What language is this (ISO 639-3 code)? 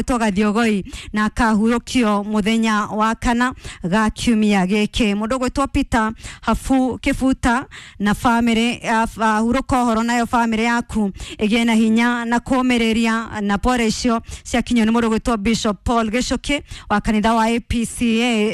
kik